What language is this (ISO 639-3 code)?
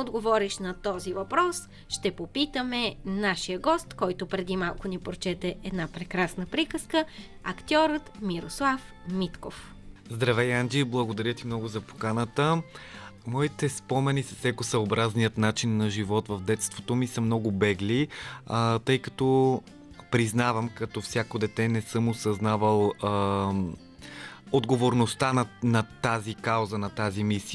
bul